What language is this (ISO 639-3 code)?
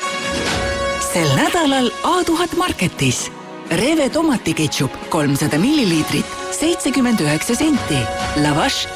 est